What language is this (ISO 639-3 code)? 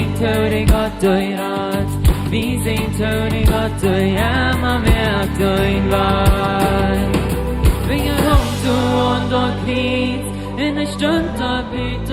pdt